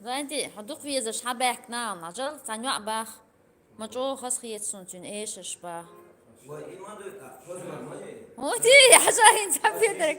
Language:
Chechen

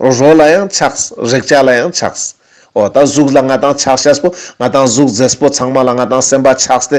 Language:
Ladakhi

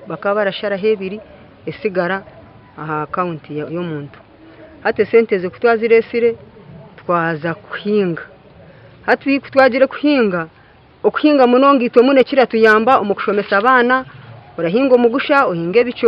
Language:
Nyankole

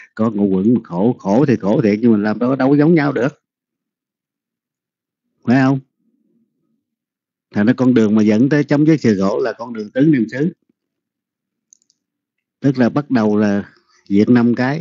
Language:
Vietnamese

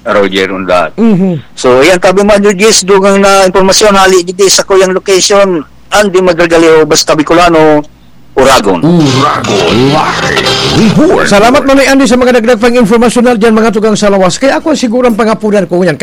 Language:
Bikol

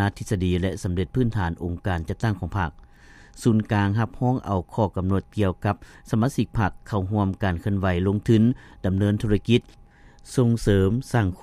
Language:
Lao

